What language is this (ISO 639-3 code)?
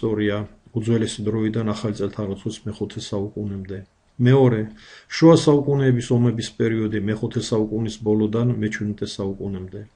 kat